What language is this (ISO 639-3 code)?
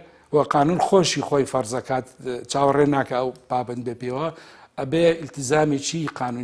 ckb